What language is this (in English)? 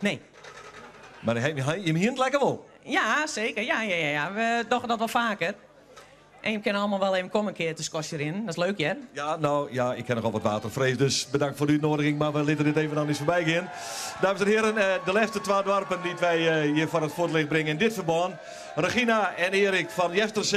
Western Frisian